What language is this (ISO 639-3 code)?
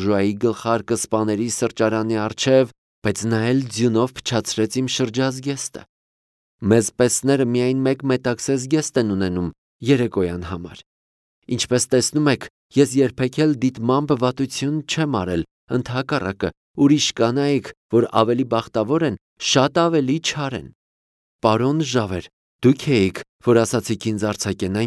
hye